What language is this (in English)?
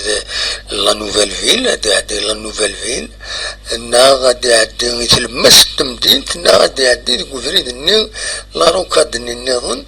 Kabyle